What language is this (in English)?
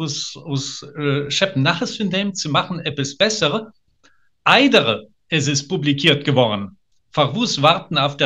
Yiddish